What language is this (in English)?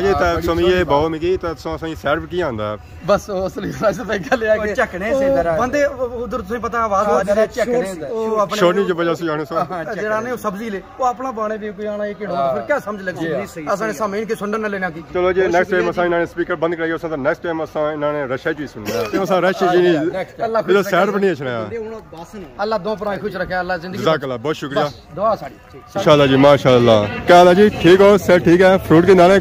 Pahari-Potwari